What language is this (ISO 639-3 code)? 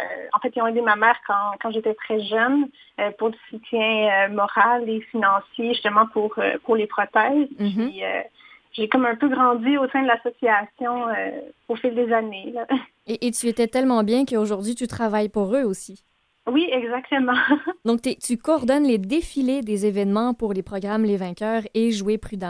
fra